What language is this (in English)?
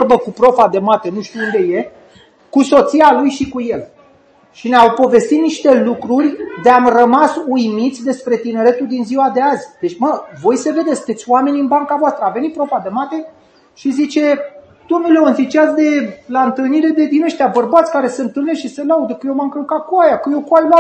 Romanian